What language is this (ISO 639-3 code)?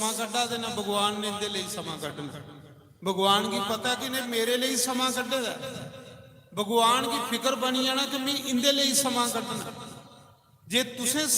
doi